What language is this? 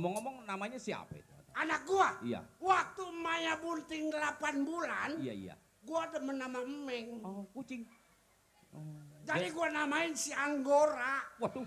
Betawi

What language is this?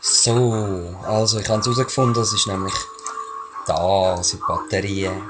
Swiss German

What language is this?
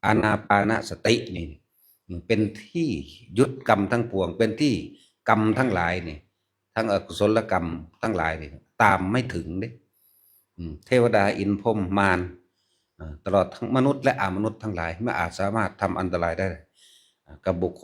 Northeastern Thai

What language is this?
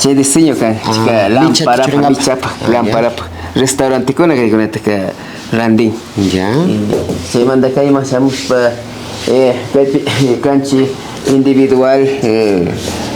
Imbabura Highland Quichua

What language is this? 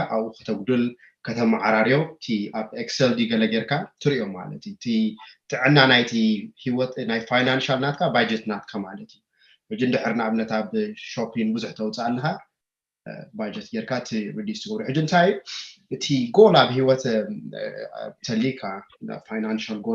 Tigrinya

